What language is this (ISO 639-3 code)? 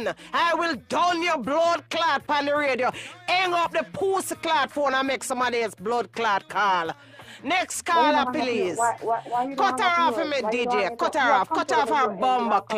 jam